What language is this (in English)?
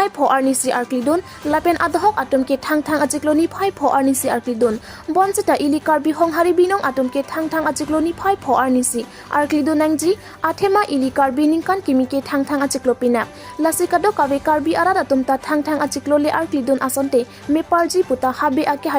Karbi